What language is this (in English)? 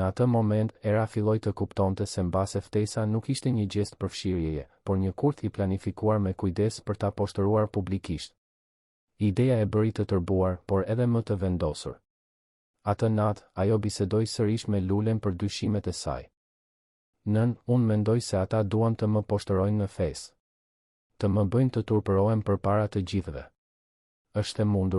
Albanian